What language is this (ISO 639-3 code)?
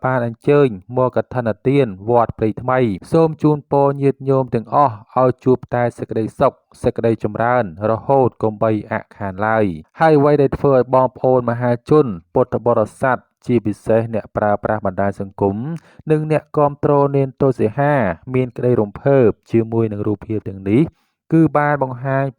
khm